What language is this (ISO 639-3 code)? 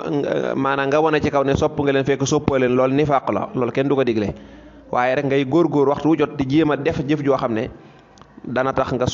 wol